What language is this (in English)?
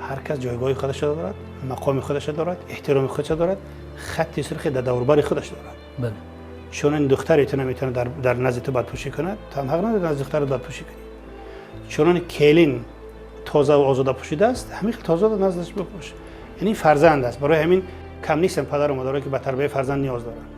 Tajik